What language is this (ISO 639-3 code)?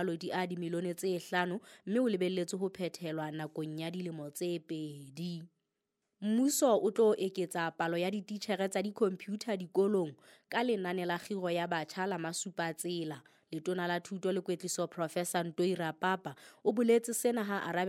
sot